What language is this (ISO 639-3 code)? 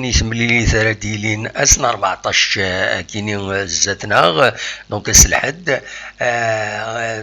kab